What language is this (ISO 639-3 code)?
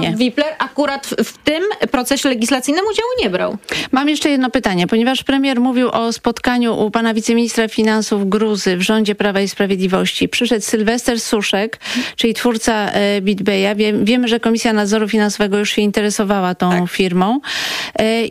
pol